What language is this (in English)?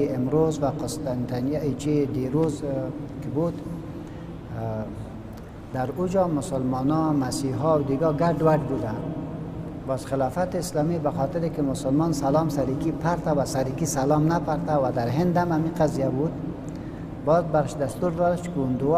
Persian